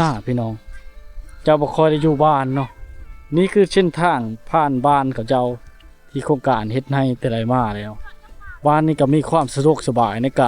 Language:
Lao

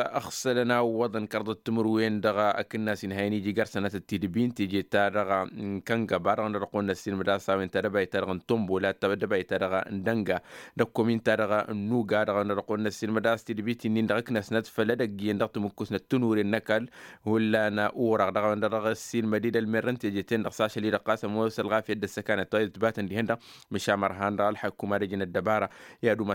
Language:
Tamasheq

